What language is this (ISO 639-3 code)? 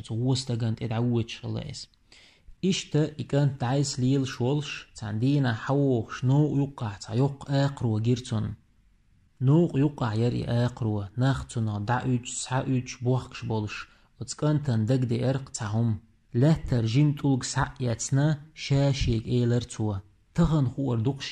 che